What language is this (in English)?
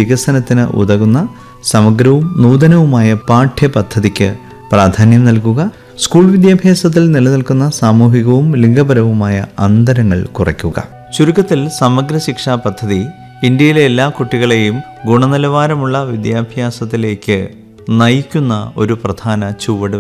Malayalam